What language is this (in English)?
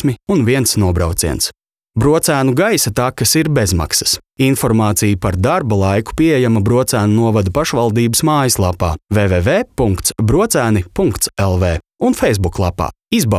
Latvian